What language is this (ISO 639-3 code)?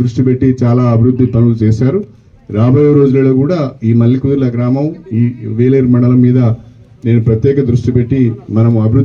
tel